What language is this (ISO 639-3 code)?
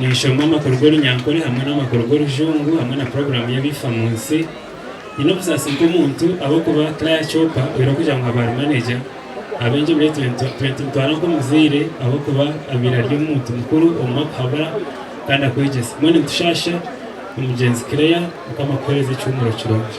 nyn